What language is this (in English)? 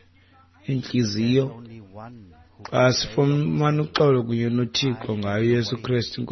Xhosa